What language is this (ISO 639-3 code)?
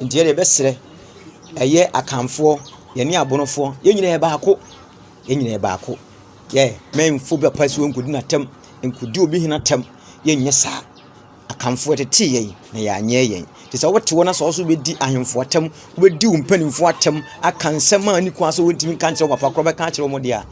aka